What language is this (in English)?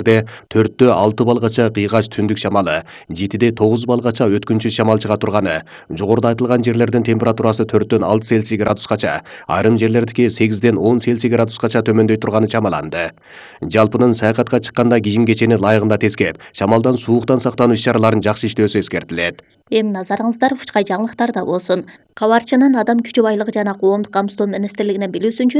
Kyrgyz